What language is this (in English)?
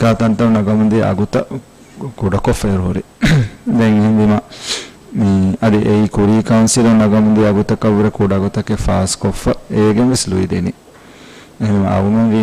Divehi